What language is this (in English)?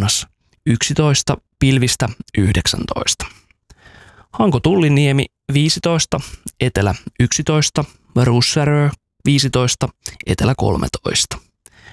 Finnish